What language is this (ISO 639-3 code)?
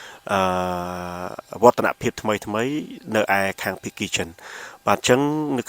khm